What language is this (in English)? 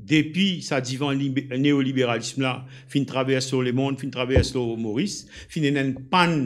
Morisyen